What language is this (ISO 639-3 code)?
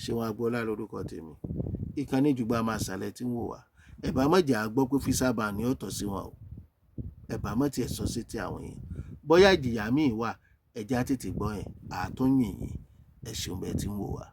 yor